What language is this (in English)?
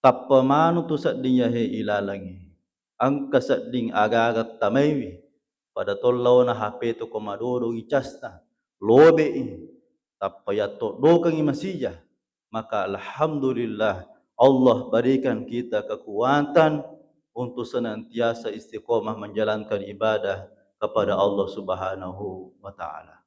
Buginese